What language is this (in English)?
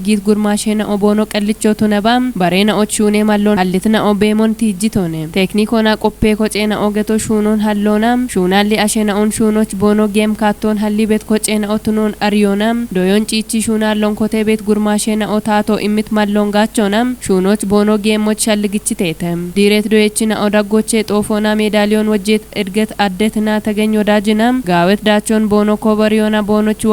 Kafa